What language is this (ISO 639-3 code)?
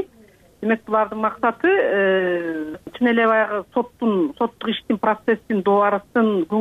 kir